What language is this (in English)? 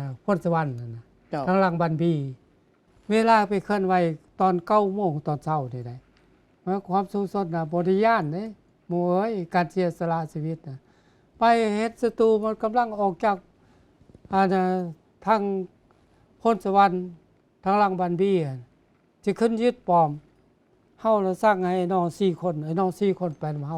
Lao